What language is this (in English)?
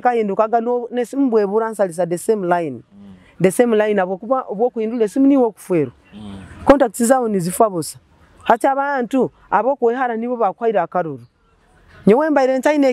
Nyoro